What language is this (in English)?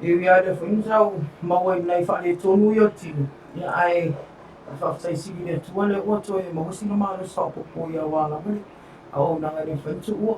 Samoan